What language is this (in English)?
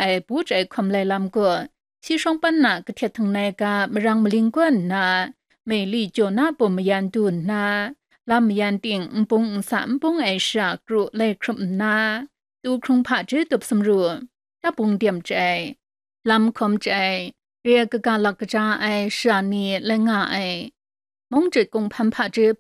Kachin